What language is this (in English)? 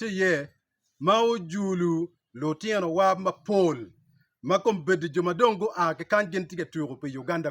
Acoli